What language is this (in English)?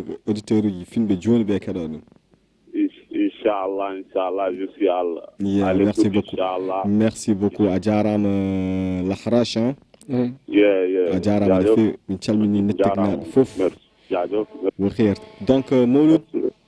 Fula